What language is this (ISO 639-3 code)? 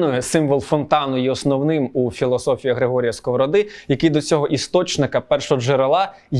ukr